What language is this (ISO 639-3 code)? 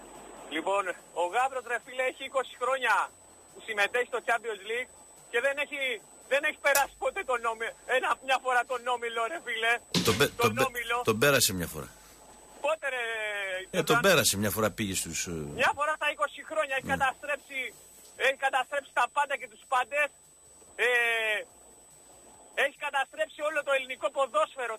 ell